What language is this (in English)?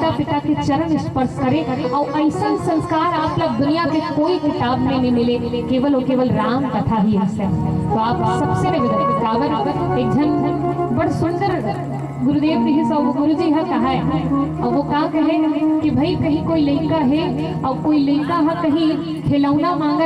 Chhattisgarhi